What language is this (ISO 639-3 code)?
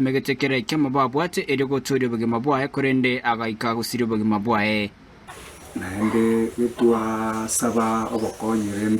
guz